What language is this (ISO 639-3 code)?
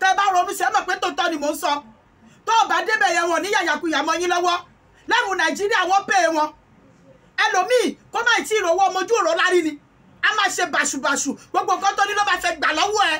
yor